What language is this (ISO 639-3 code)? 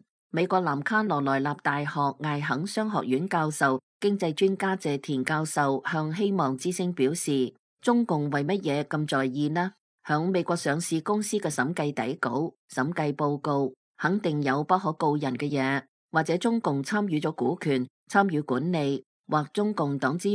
yue